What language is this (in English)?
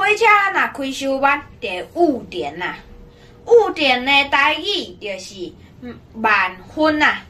Min Nan Chinese